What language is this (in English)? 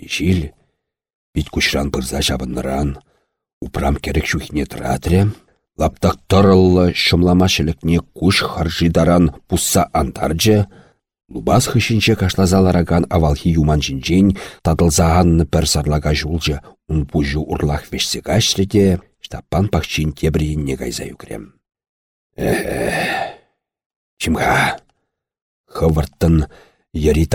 Chuvash